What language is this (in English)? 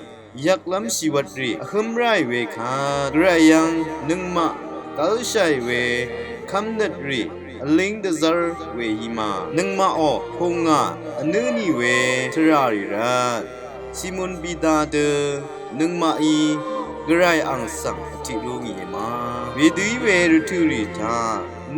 Rawang